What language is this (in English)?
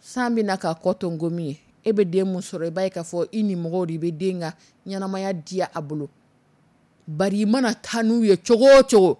Dyula